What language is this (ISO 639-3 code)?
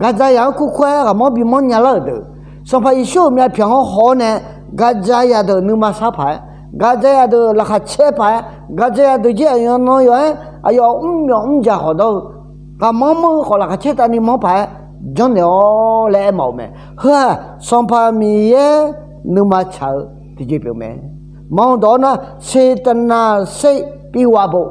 ahk